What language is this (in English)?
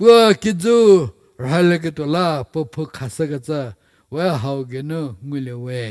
Angami Naga